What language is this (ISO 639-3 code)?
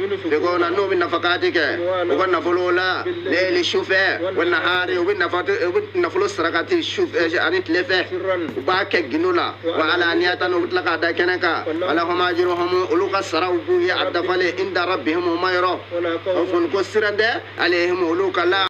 bam